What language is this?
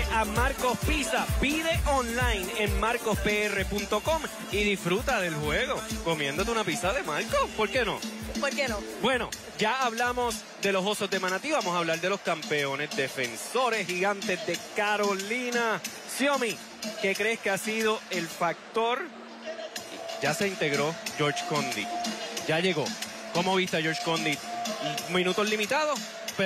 Spanish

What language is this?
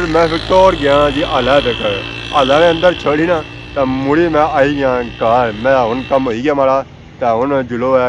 Pahari-Potwari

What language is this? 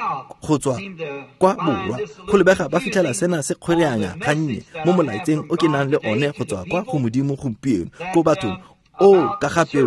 Tswana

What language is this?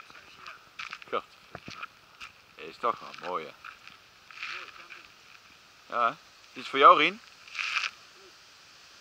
Dutch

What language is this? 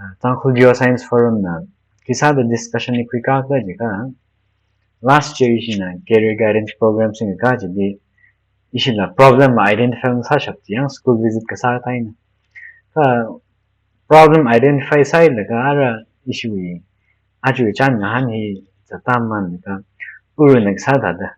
Tangkhul Naga (India)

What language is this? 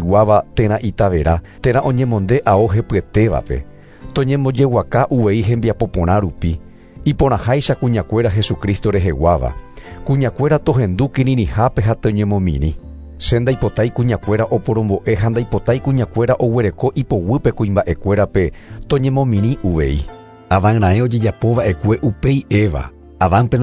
Guarani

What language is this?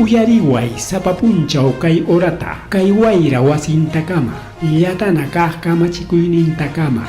Ayacucho Quechua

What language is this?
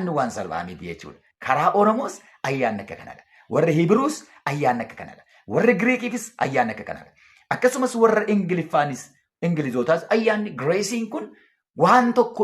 Oromo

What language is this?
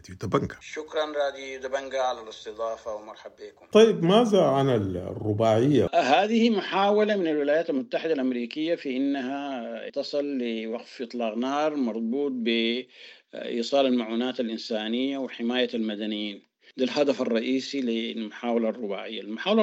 Sudanese Arabic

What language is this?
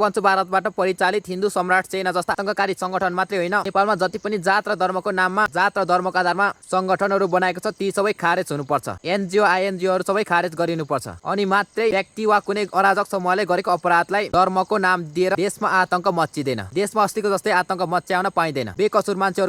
Nepali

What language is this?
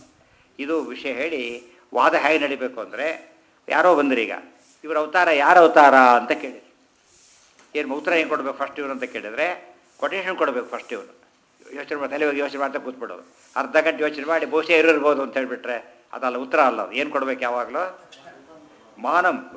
Kannada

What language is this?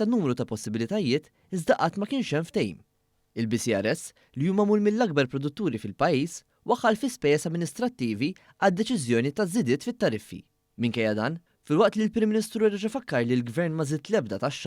Maltese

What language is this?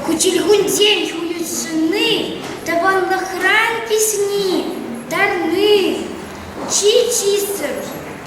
Chuvash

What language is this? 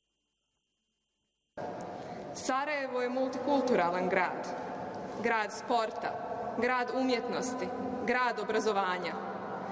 Bosnian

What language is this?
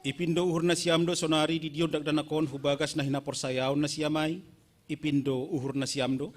Batak Simalungun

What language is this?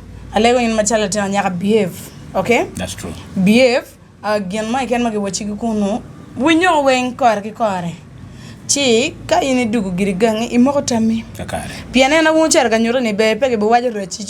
Acoli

